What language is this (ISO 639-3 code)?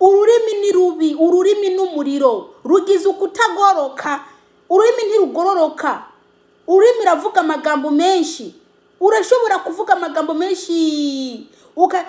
run